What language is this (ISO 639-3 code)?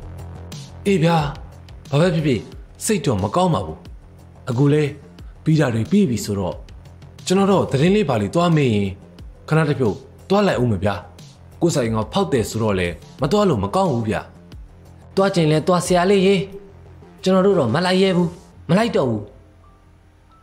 mya